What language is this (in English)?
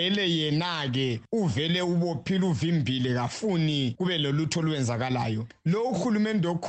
North Ndebele